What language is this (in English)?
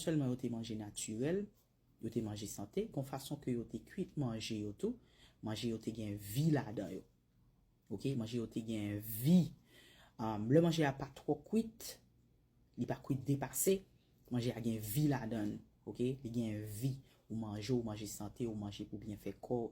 Haitian Creole